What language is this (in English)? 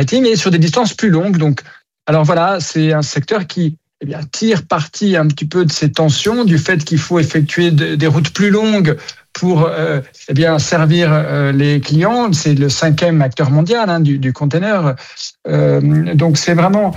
French